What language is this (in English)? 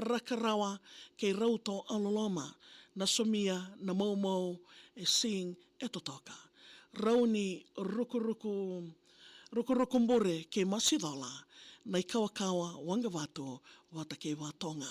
Fijian